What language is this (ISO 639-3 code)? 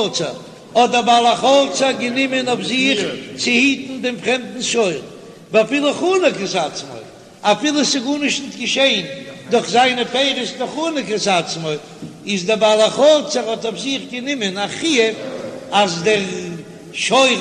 yid